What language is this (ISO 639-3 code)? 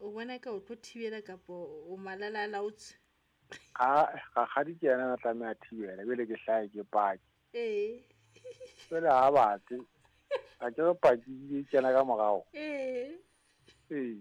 sot